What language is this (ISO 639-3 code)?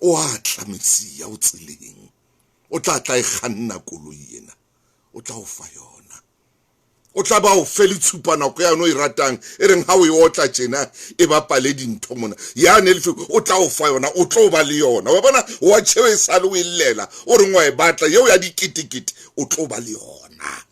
sot